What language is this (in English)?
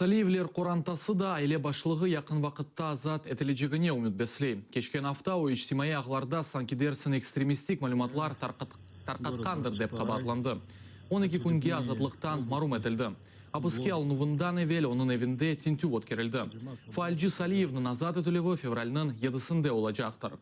Crimean Tatar